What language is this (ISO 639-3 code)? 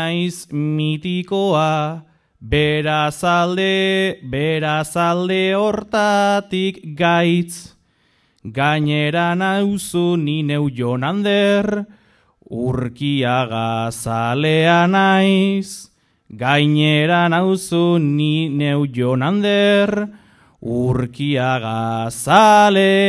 eus